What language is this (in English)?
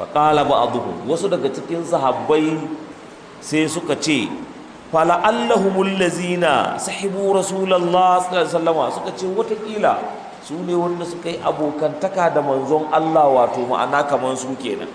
Hausa